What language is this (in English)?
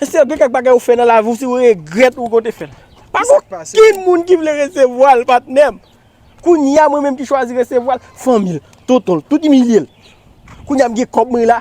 Haitian Creole